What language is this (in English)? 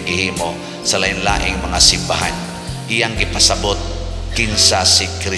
Cebuano